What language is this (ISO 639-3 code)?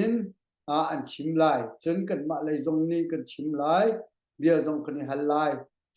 cnh